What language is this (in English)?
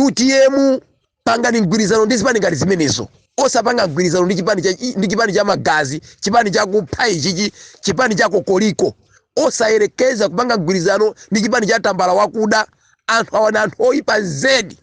Nyanja